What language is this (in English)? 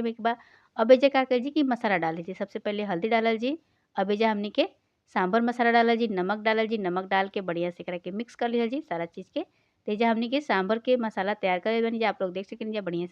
Bhojpuri